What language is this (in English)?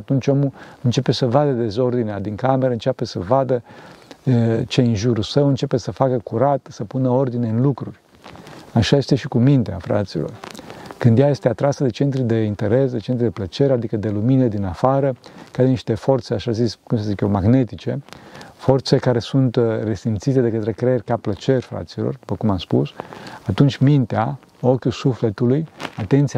Romanian